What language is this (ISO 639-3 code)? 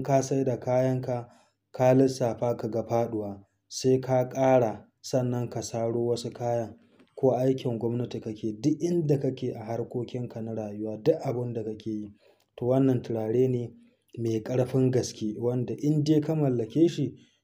hau